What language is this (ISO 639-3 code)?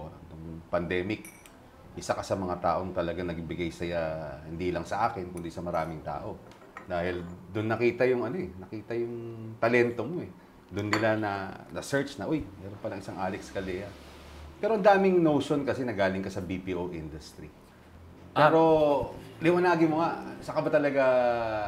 fil